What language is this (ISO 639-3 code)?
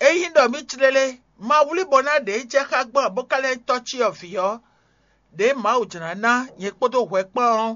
fon